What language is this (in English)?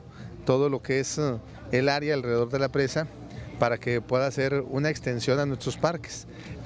Spanish